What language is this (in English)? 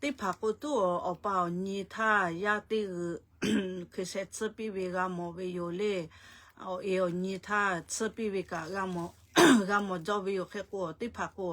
Lahu